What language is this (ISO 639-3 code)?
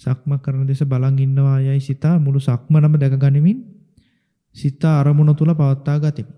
sin